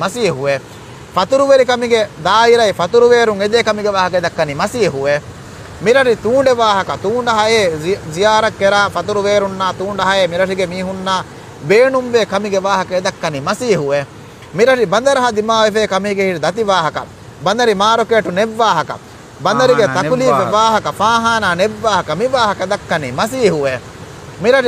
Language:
Divehi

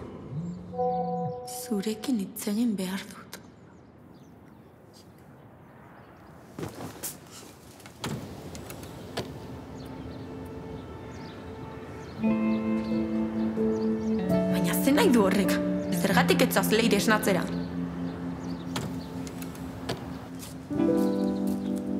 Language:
Basque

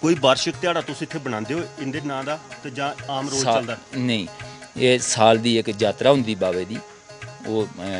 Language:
Dogri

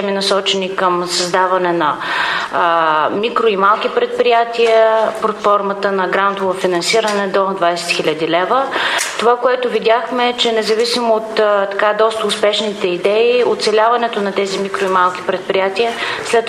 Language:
Bulgarian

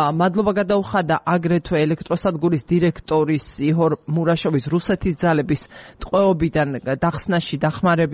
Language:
Georgian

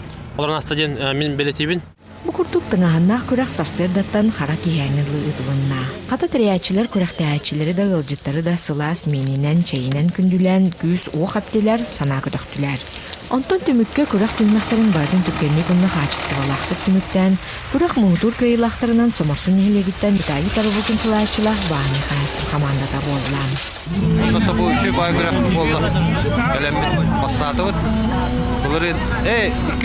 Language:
Yakut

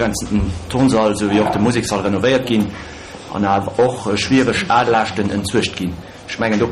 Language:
Luxembourgish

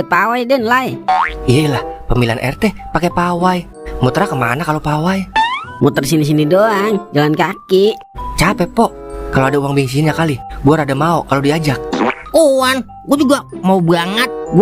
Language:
Betawi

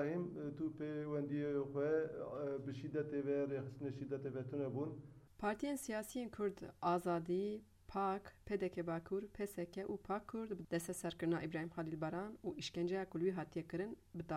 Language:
Kurdish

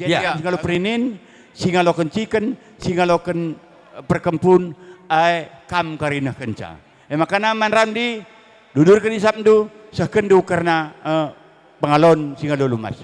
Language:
Batak Karo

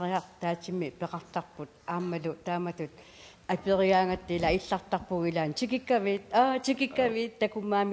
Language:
Kalaallisut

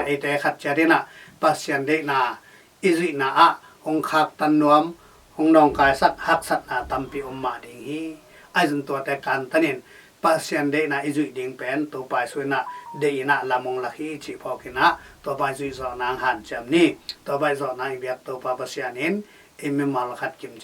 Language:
Tedim Chin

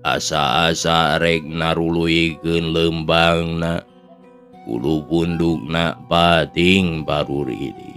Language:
Sundanese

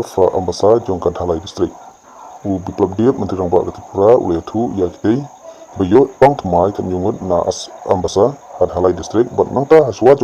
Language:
Khasi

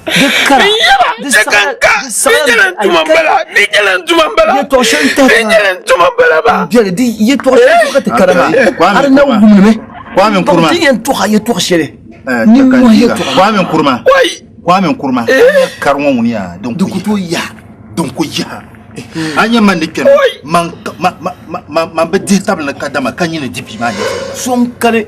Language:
Dagbani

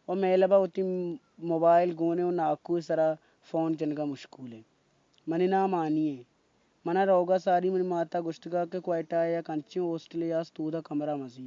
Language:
Baluchi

